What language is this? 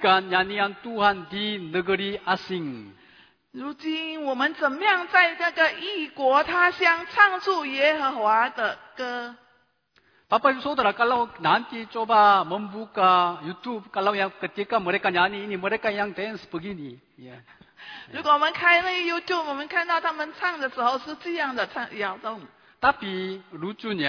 Indonesian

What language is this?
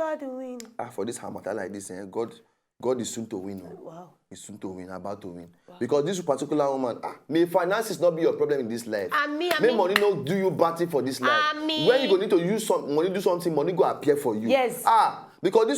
Nigerian Pidgin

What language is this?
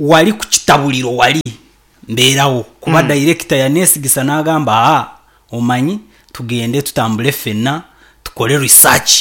Nyankole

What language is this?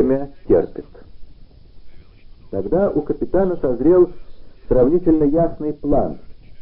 Russian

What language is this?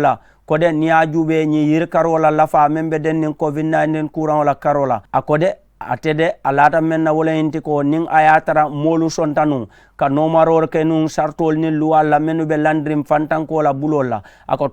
Mandingo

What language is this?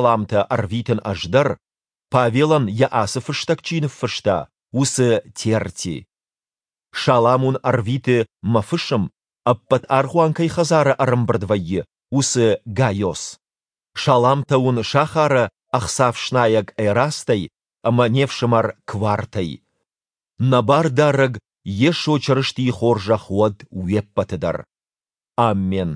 Ossetic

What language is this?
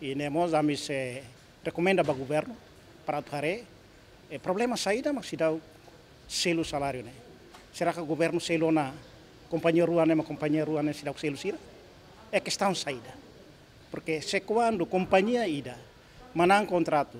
Tetum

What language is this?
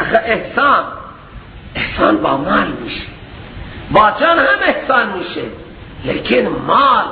Persian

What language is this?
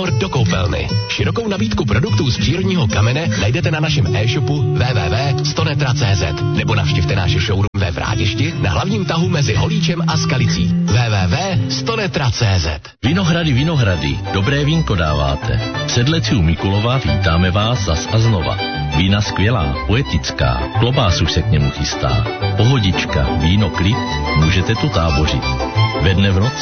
Czech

